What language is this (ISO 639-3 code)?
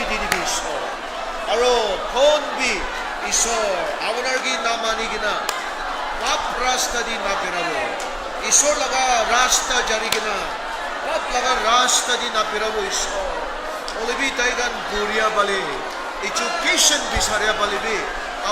nag